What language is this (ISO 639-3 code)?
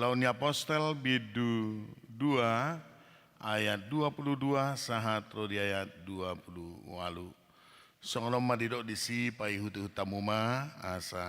bbc